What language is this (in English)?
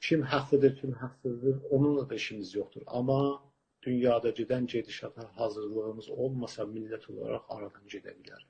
South Azerbaijani